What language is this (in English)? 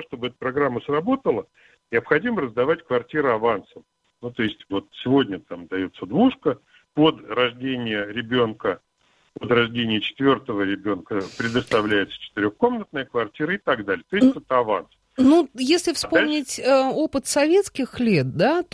Russian